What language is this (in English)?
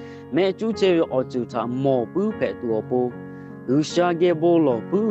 Lahu